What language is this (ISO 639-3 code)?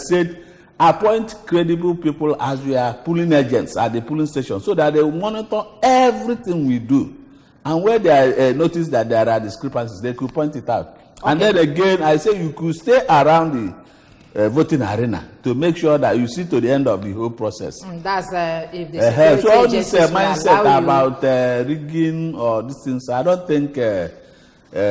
eng